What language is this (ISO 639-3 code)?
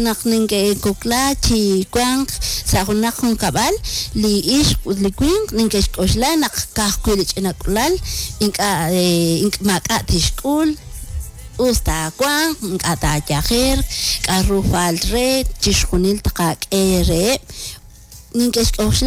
kek